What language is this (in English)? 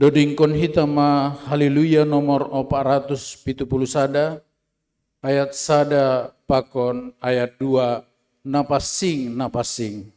Batak Simalungun